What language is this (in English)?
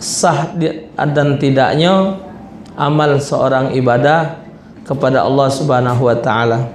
Musi